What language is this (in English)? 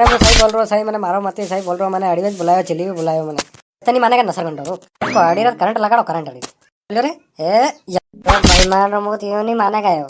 Rajasthani